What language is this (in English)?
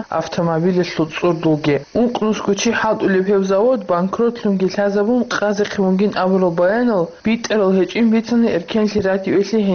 Avaric